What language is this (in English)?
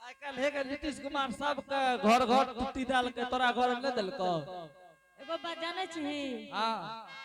Angika